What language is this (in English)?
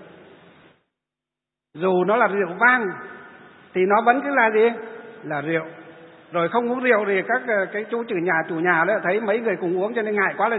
Vietnamese